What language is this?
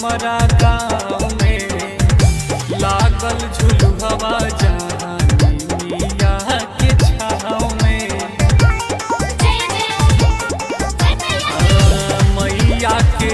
Bhojpuri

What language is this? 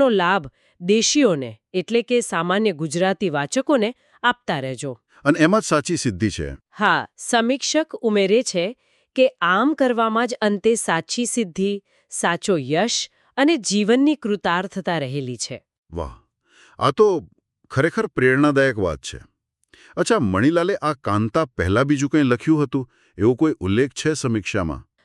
Gujarati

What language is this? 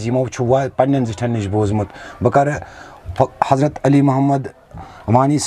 Kashmiri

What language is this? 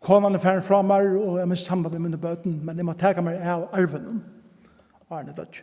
Faroese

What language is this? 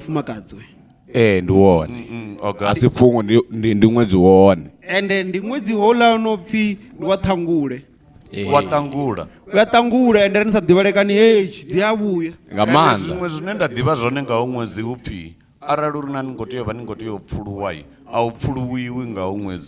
Venda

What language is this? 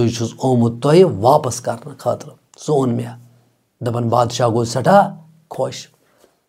Kashmiri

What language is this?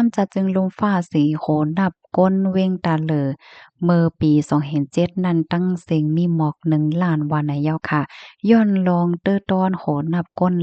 Shan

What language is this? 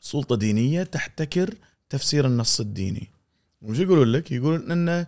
Gulf Arabic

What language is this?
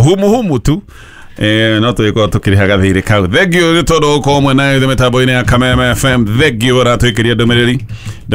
Kikuyu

